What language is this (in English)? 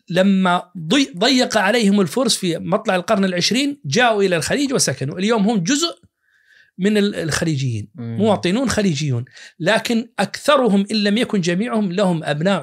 Najdi Arabic